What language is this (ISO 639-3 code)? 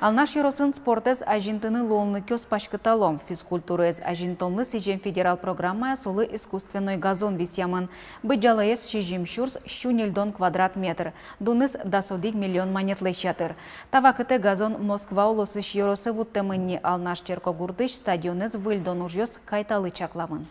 udm